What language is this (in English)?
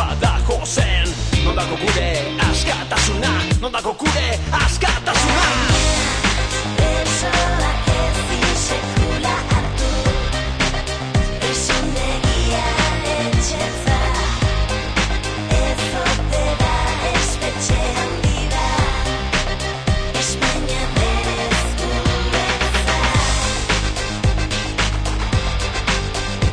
Basque